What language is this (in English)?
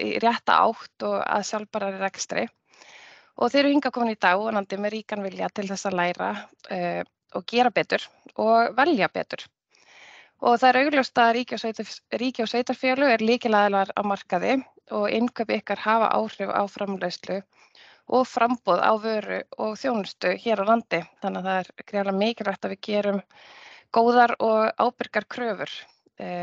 Icelandic